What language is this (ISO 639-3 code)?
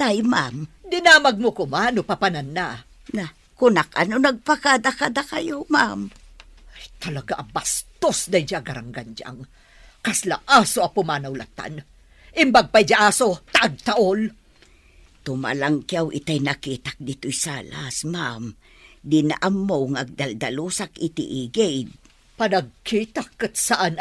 ilo